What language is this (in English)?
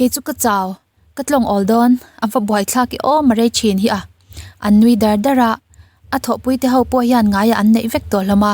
Mizo